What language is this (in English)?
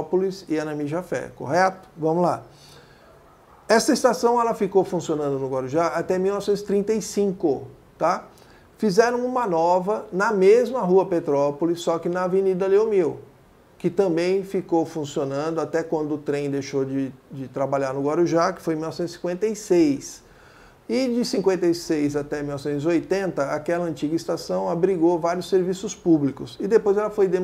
Portuguese